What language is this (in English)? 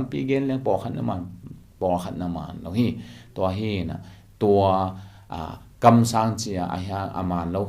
Tedim Chin